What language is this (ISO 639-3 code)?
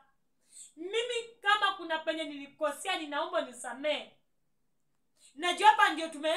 swa